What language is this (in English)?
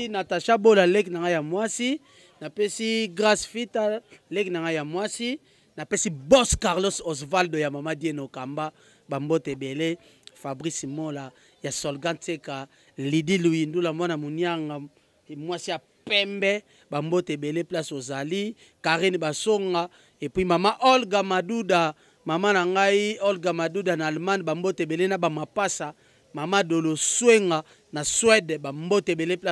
Lingala